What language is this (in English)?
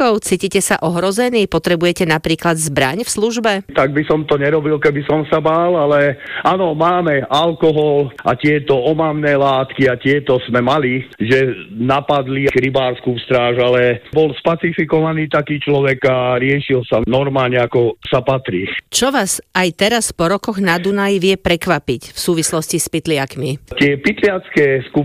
Slovak